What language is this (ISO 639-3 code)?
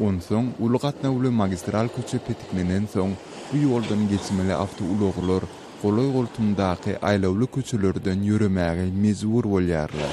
tuk